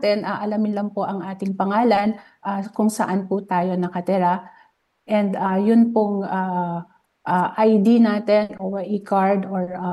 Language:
Filipino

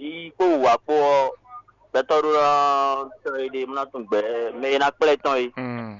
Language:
Fon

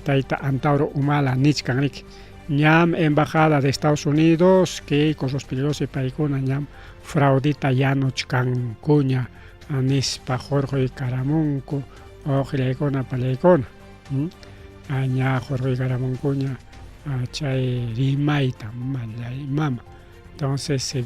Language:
Ayacucho Quechua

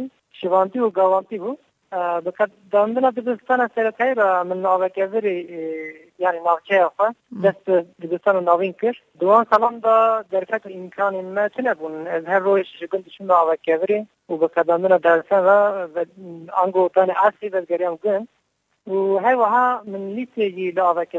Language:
Kurdish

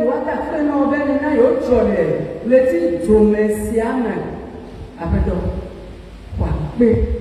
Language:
Ewe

